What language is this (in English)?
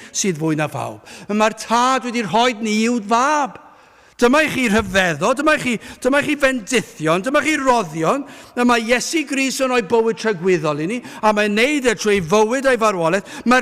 Welsh